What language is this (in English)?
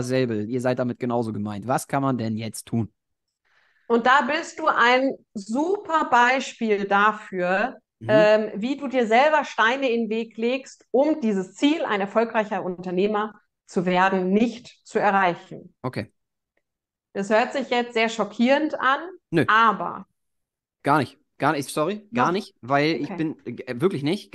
German